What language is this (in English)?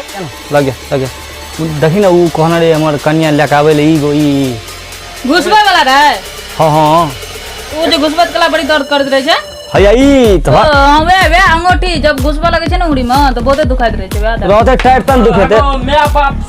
Maithili